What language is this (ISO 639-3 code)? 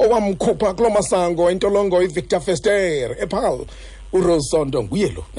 xho